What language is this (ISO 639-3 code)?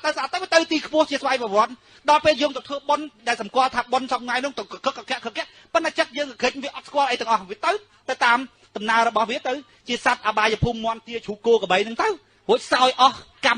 khm